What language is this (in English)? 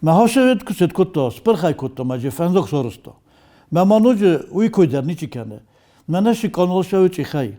Ossetic